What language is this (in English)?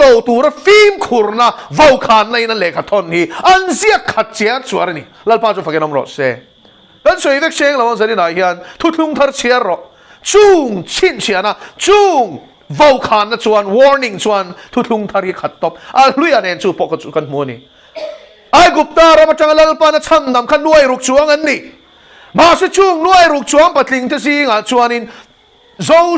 Mizo